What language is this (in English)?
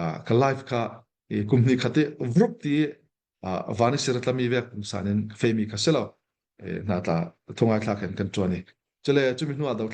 Hakha Chin